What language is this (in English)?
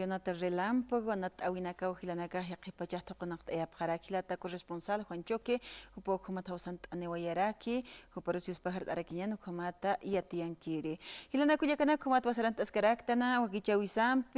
Aymara